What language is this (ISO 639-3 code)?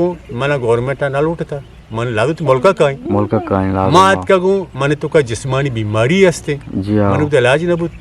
bgp